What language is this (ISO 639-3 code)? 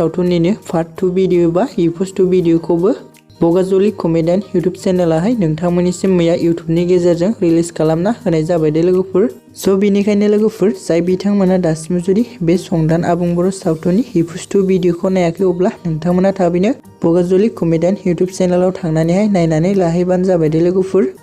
brx